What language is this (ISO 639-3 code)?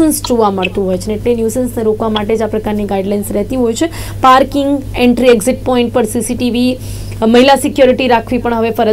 guj